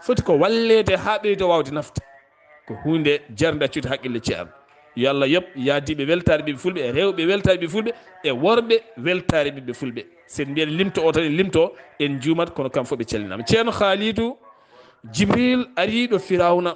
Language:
Fula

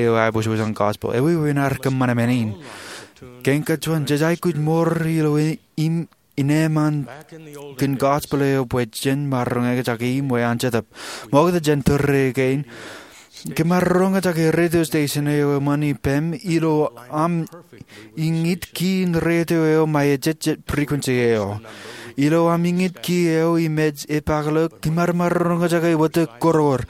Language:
Marshallese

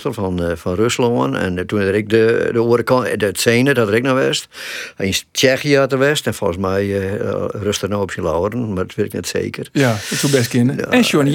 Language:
Western Frisian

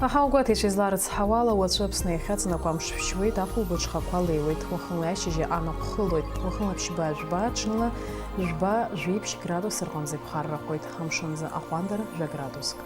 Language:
Abkhazian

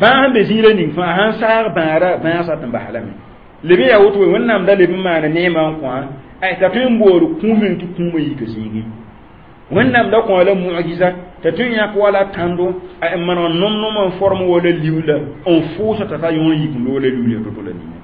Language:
Mossi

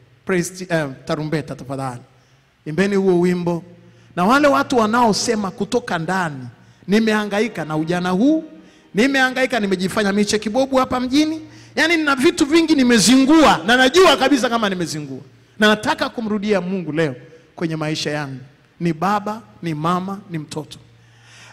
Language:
Swahili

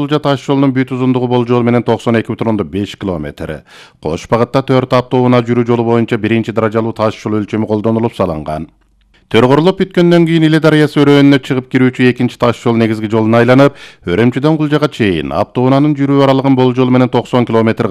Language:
Kyrgyz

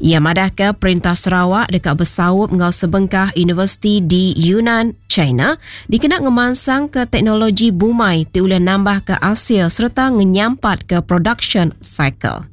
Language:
Iban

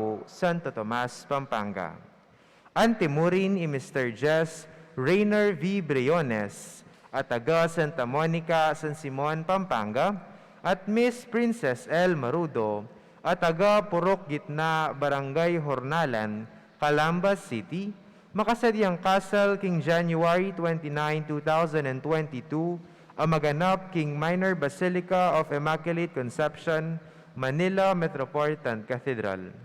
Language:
Pampanga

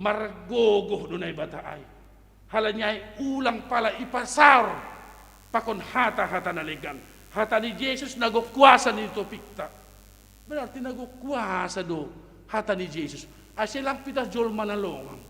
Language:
Batak Simalungun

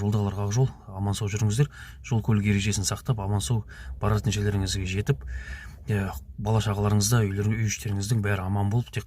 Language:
Kazakh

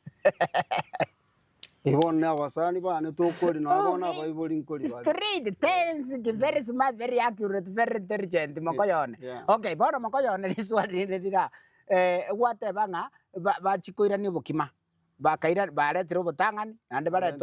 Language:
Gusii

